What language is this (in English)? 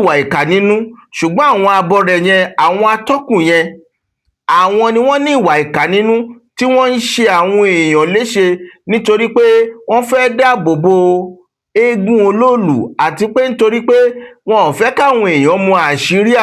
Yoruba